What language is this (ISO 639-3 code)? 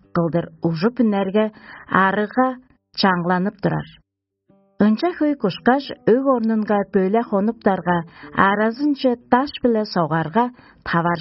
tyv